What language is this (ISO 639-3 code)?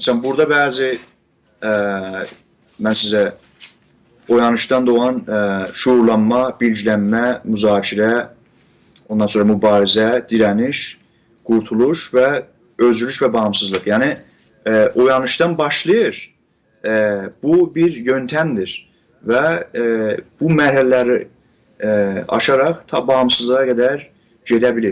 azb